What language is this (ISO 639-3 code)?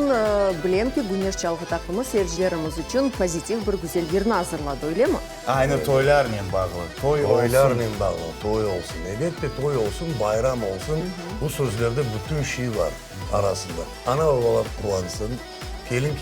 crh